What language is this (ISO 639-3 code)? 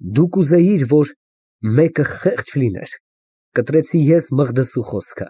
hye